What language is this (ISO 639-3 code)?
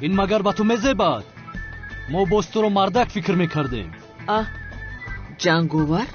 tgk